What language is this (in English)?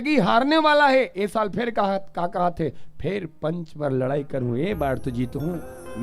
Chhattisgarhi